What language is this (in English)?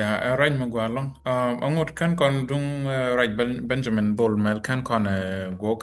Nuer